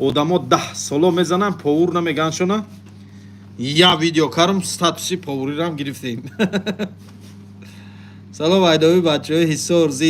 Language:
Tajik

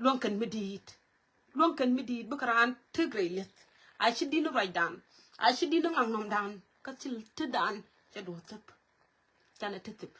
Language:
Nuer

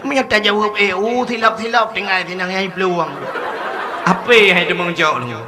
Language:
Achinese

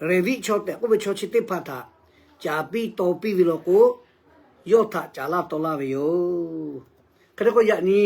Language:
Lahu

